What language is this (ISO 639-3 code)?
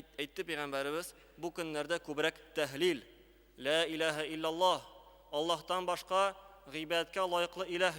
tat